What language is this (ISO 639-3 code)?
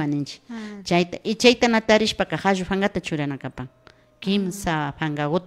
qvi